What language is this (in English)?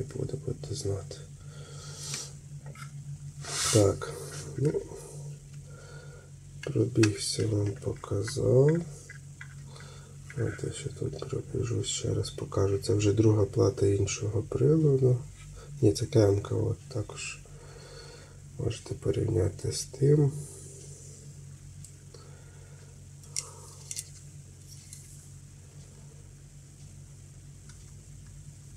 Ukrainian